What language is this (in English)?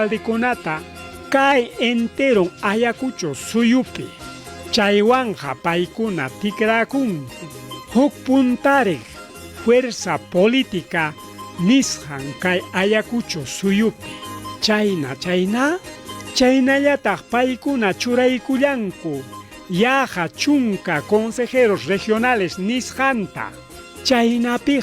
Ayacucho Quechua